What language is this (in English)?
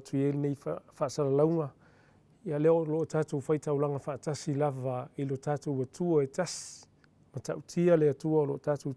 Samoan